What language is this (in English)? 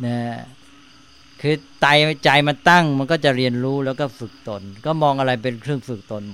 Thai